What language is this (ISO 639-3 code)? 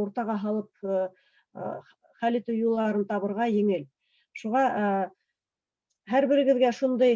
bak